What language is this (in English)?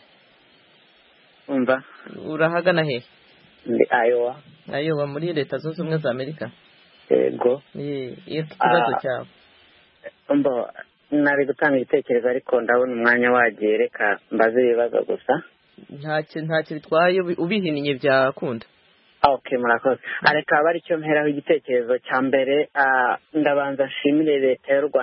Kinyarwanda